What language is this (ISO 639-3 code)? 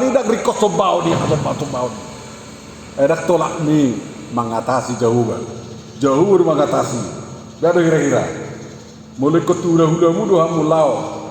bbc